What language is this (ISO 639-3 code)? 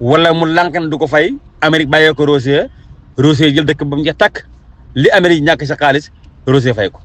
wol